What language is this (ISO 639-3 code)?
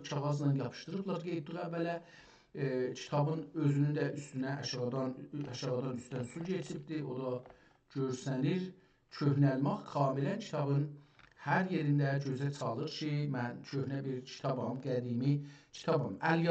azb